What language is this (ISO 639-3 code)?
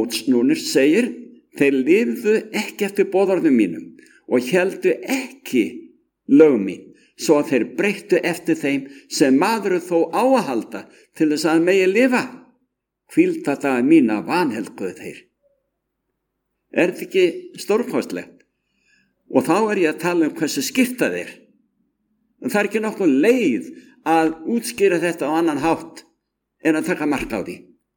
isl